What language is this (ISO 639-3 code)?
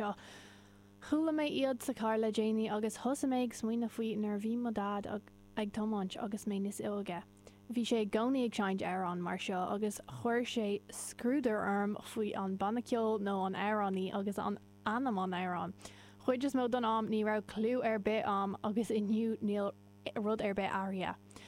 gle